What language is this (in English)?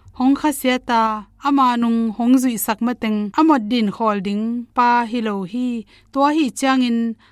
Tedim Chin